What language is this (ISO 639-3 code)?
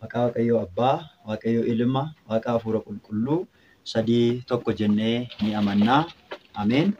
orm